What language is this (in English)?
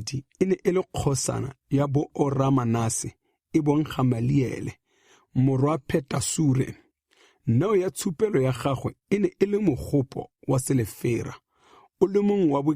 Tswana